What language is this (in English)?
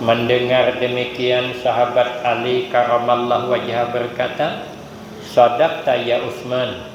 Banjar